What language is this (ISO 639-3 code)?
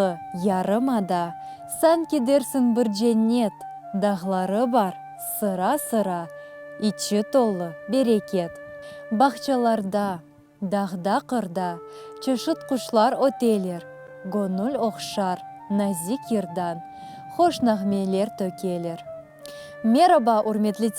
crh